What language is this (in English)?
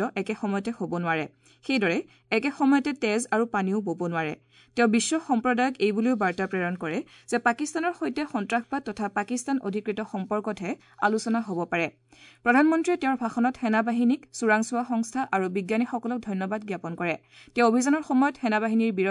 Assamese